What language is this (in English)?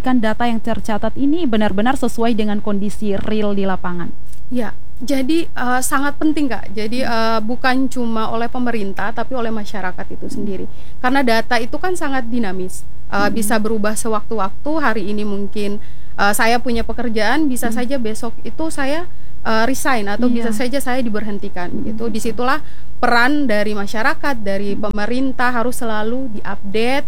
Indonesian